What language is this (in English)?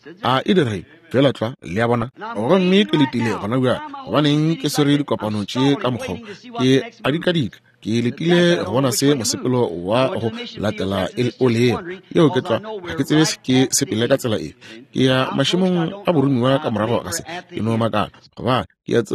Northern Sotho